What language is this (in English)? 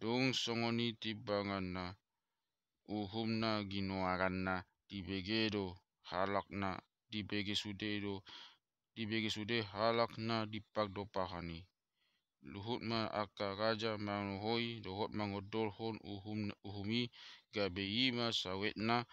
Batak Toba